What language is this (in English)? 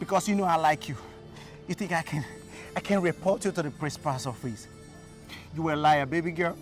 Nigerian Pidgin